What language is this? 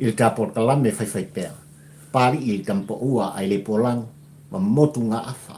Samoan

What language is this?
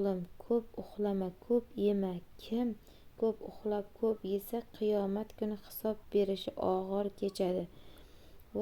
Uzbek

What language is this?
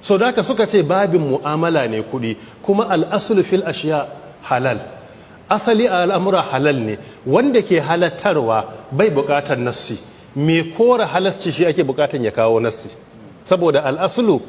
Hausa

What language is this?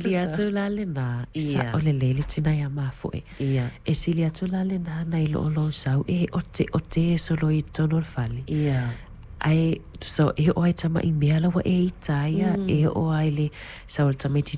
Samoan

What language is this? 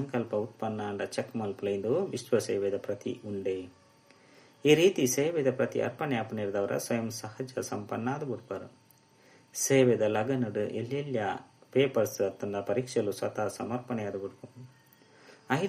Tulu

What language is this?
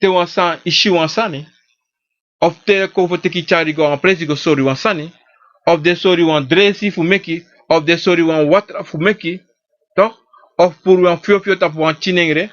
Sranan Tongo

